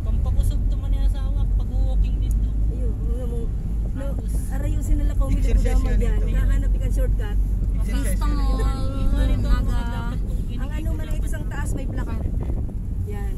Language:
Bikol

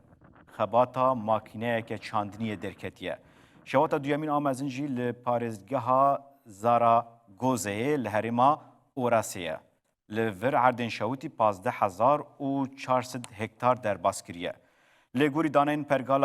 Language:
Kurdish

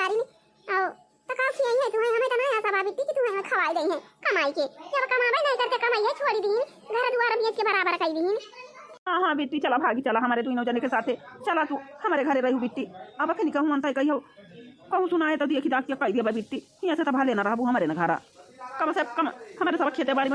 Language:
Awadhi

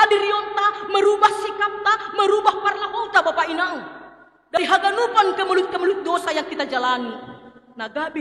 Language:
Batak Simalungun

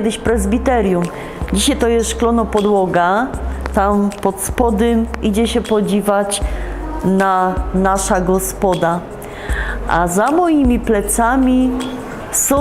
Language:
Silesian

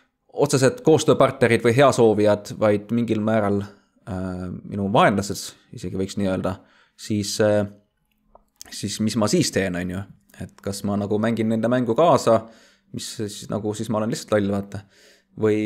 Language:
Estonian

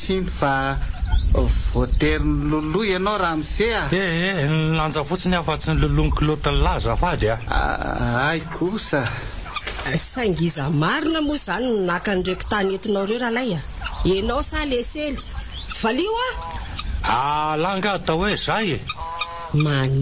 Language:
Malagasy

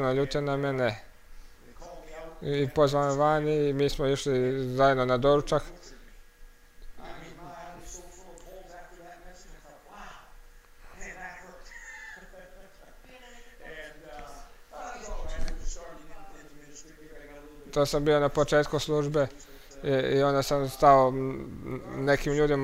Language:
Croatian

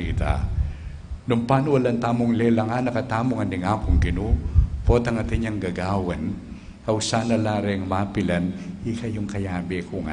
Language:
Pampanga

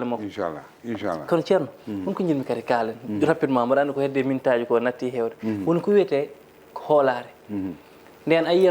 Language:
Fula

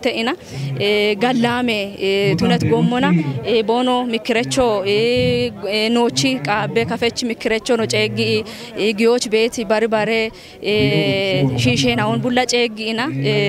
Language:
Kafa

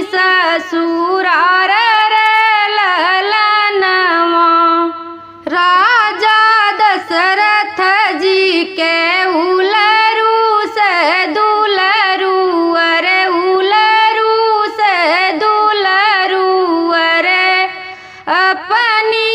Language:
Bhojpuri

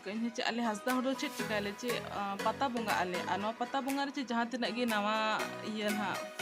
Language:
Santali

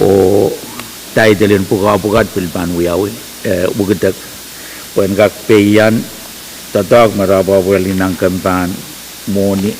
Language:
Pohnpeian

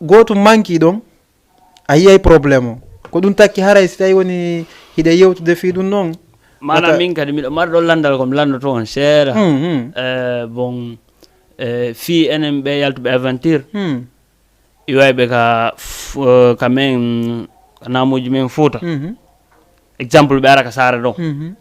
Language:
Fula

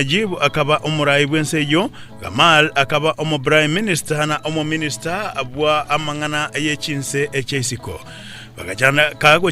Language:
Gusii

